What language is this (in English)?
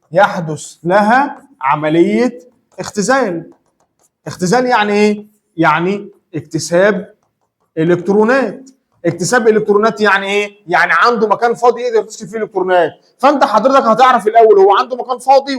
Egyptian Arabic